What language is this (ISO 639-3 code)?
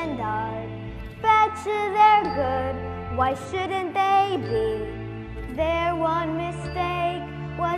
eng